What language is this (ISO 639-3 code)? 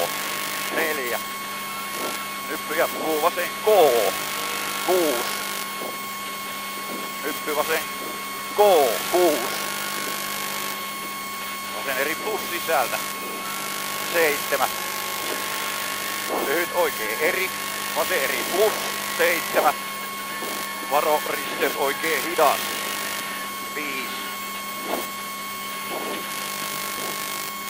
fin